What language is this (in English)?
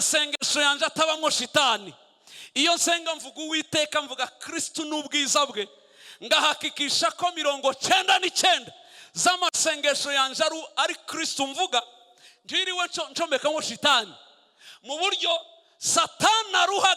Kinyarwanda